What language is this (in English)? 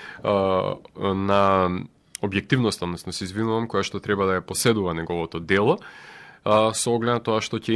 Macedonian